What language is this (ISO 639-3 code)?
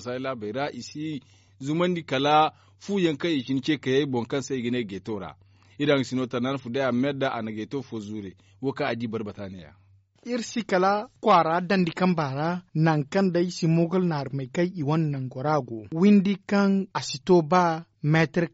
dje